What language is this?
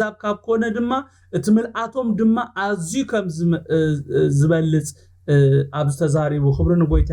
Tigrinya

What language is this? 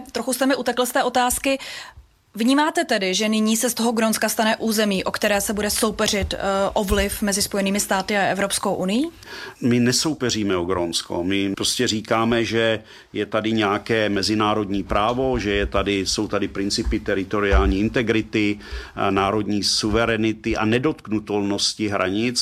Czech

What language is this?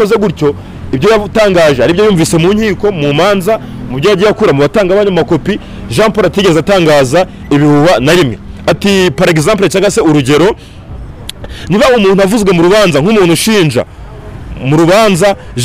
Kinyarwanda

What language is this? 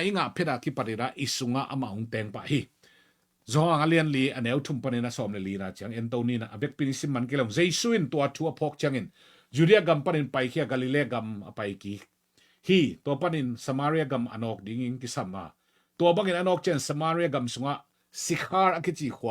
Tedim Chin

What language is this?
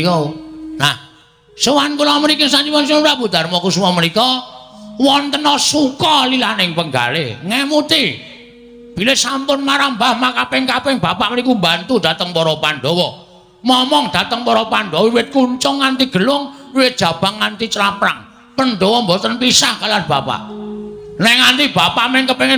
Javanese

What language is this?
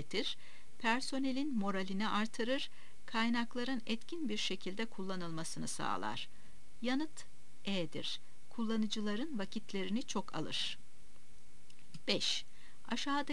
Turkish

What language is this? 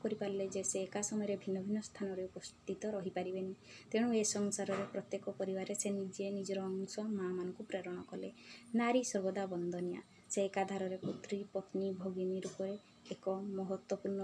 Odia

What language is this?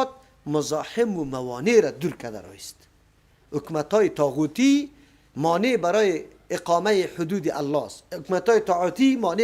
Persian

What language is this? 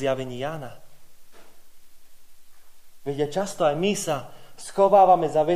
Slovak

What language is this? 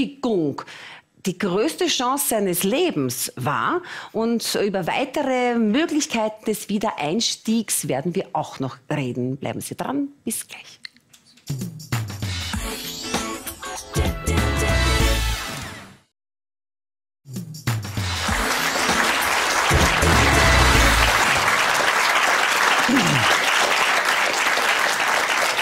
German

